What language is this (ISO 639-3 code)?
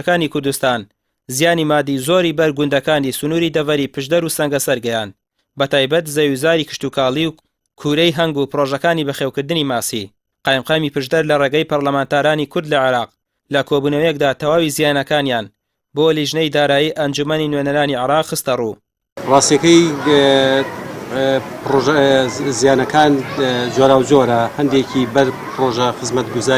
ckb